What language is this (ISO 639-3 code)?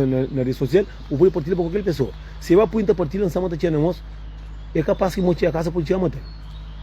kea